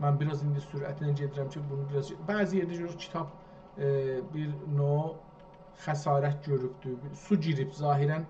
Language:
South Azerbaijani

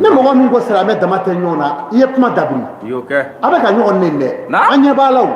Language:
Bambara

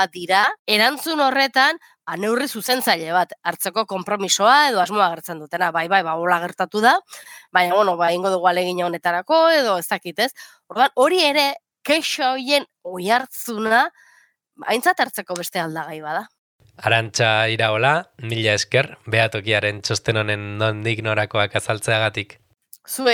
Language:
Basque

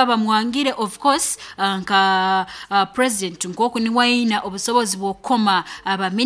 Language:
Nyoro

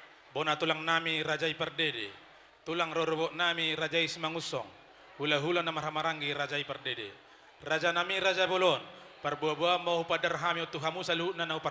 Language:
Batak Toba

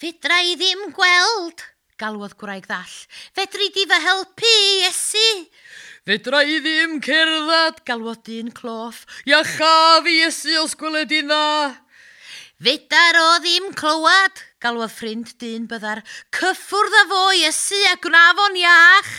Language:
Welsh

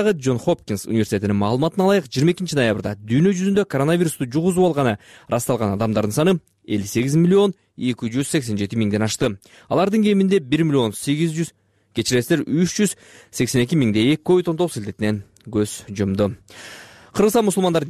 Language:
Kyrgyz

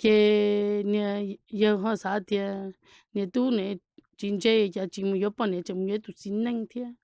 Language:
Hmong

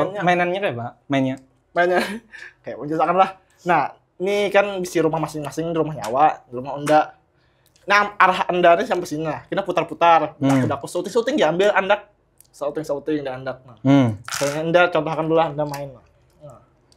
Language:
Banjar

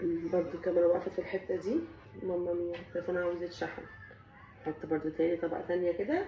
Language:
Egyptian Arabic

